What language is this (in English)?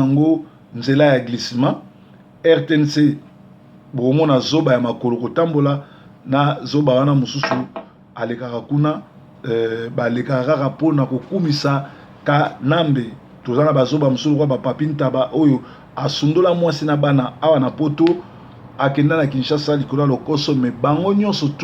Lingala